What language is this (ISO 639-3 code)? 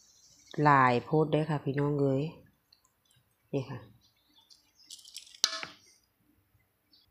tha